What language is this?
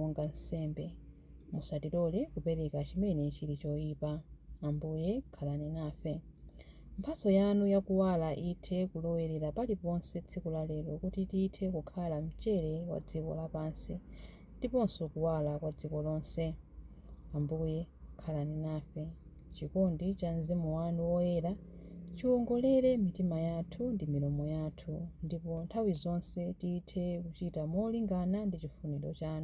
Nyanja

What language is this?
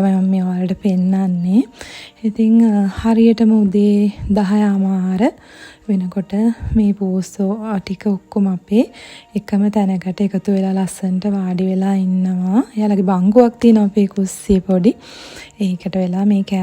Sinhala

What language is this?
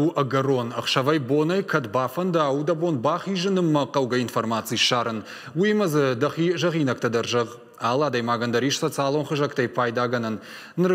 Ossetic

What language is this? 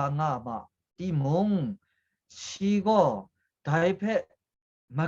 Kachin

